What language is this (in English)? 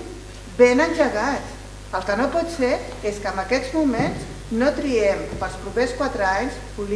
Catalan